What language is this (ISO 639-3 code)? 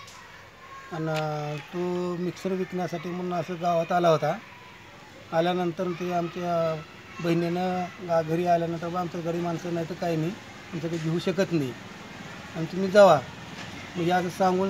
mar